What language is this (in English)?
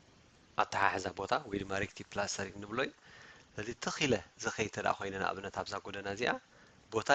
Tigrinya